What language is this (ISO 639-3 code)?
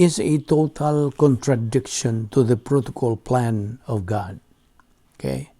ceb